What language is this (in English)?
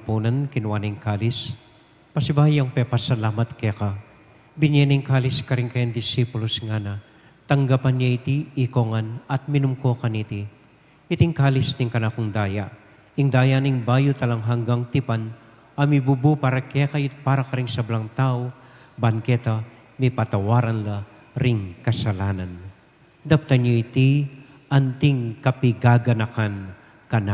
Pampanga